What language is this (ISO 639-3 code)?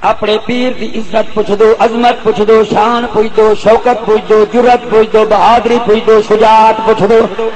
skr